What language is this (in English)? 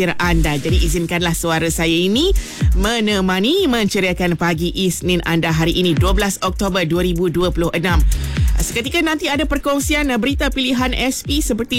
Malay